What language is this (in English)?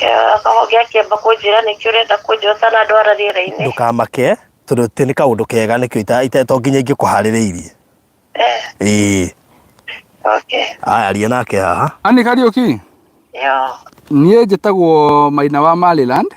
Kikuyu